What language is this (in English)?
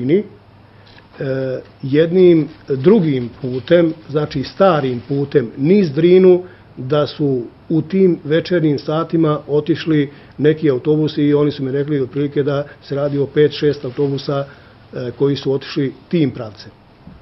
Bosnian